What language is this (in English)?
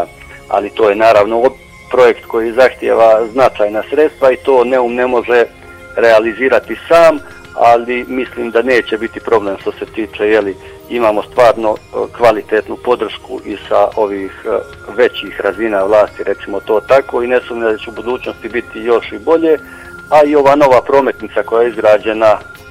Bosnian